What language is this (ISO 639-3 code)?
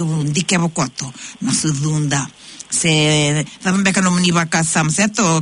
fij